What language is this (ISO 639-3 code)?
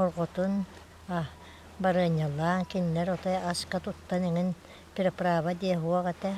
sah